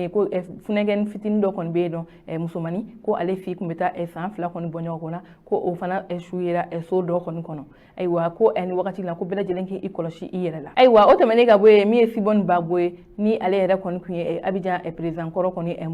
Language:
Bambara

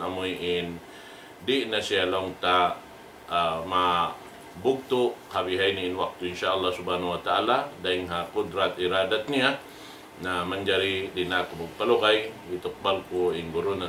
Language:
Tausug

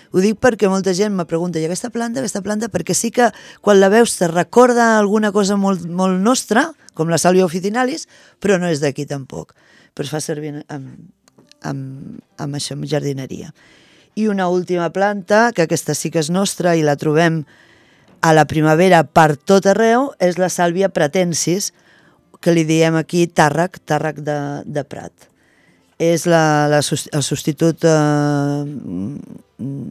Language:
Catalan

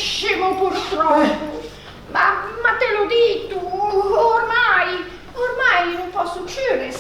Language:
Ligurian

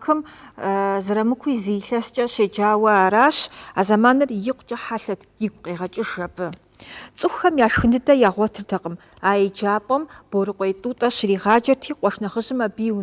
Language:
Kabardian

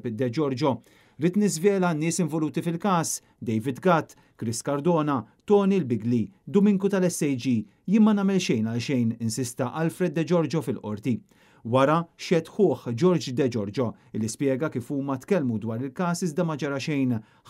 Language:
Maltese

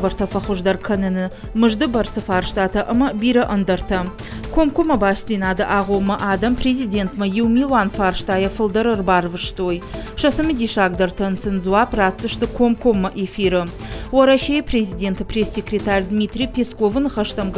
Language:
Ossetic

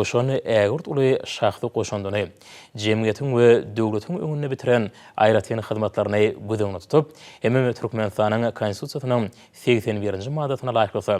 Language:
Turkmen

